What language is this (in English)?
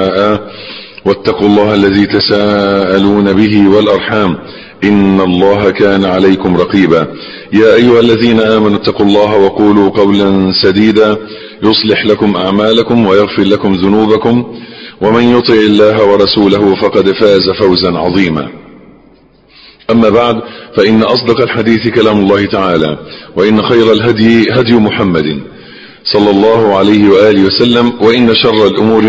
Arabic